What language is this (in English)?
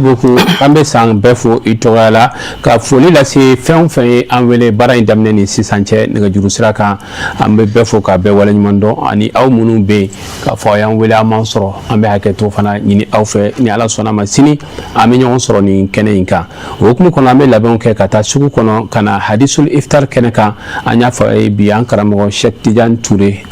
Bambara